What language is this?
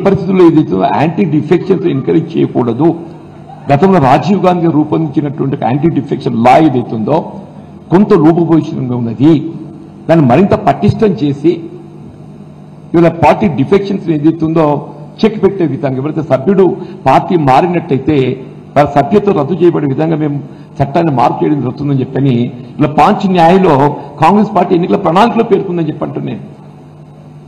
Telugu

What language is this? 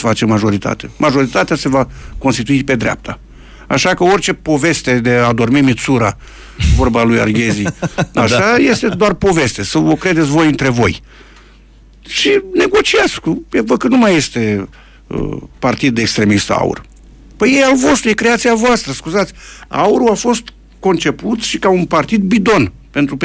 Romanian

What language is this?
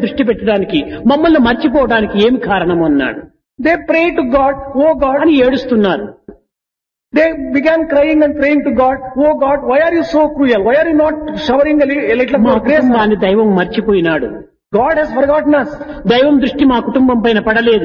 Telugu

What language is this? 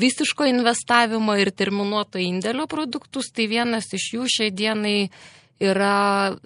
Lithuanian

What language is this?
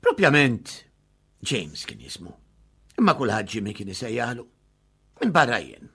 Maltese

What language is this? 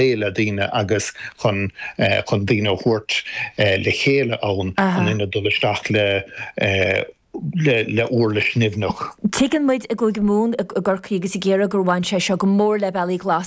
Irish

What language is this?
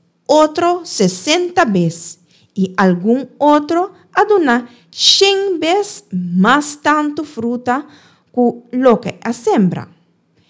Papiamento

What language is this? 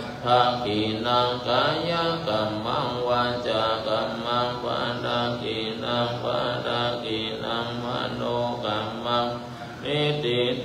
Pali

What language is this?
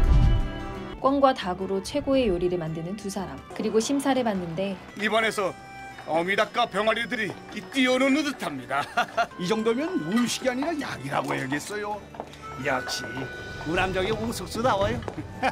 Korean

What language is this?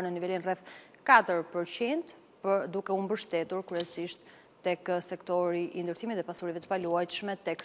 Albanian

